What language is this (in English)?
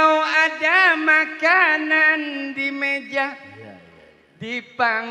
Betawi